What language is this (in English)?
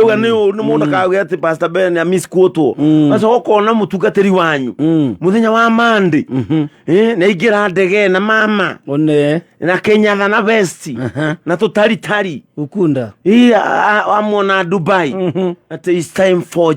Kikuyu